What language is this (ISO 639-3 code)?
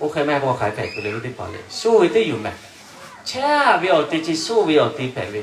lhu